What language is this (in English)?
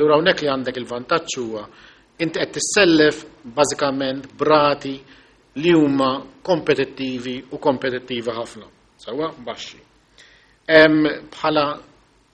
Maltese